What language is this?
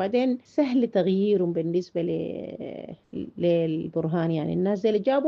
Sudanese Arabic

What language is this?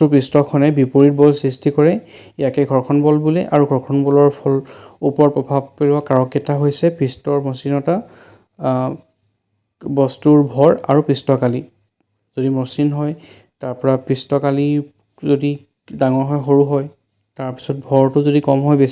Assamese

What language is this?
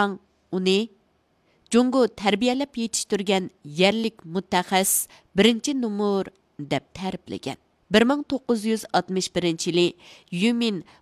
Uyghur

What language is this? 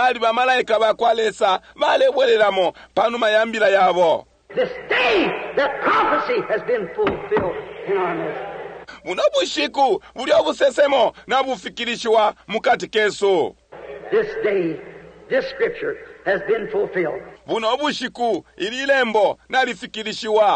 Bemba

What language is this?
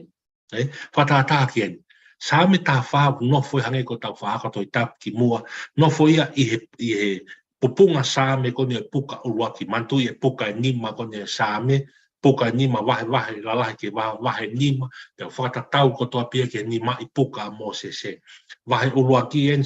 Tongan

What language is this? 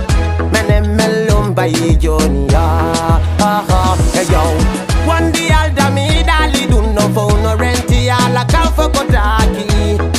Fula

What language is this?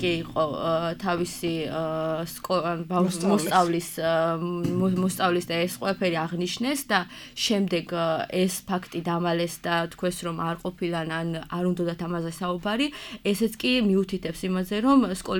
Georgian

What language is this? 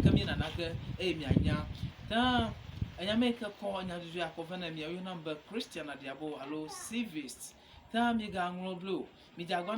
Ewe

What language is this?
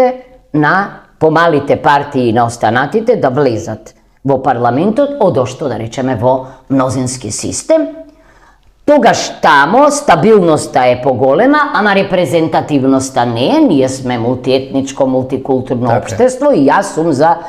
Macedonian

